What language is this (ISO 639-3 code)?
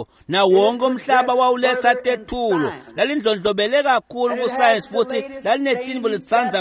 ssw